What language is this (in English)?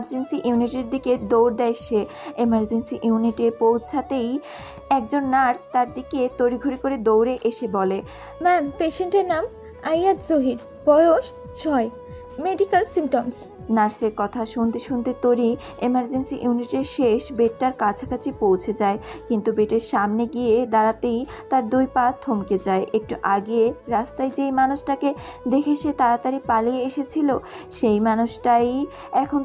Bangla